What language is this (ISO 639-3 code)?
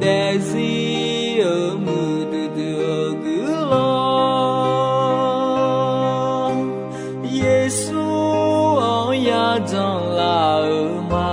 ahk